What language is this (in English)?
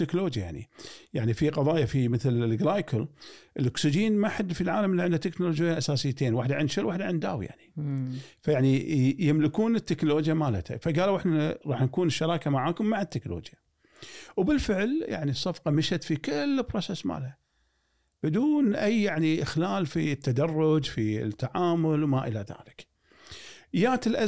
Gulf Arabic